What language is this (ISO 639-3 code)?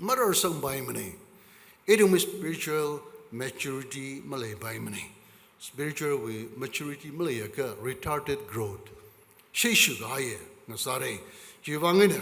nmf